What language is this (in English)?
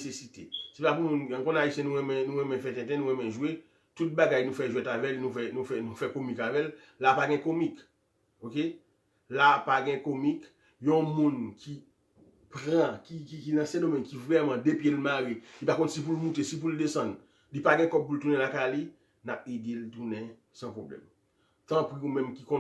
Haitian Creole